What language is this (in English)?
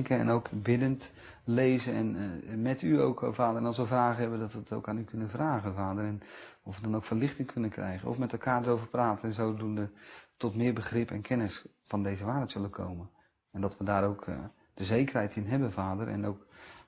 Dutch